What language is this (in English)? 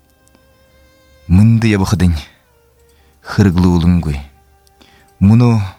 Buriat